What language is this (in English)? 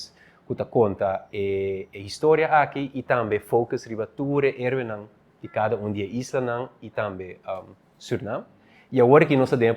Papiamento